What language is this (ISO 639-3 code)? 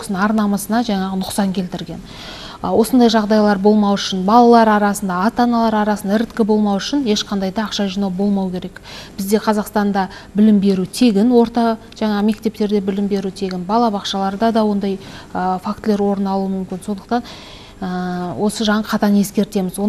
kaz